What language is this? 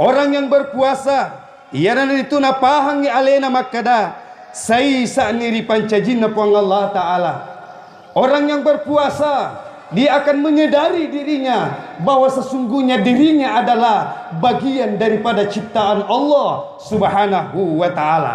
Buginese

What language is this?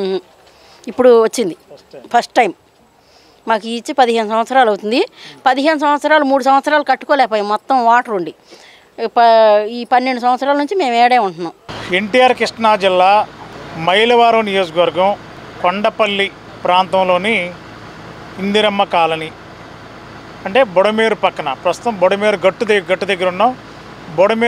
Telugu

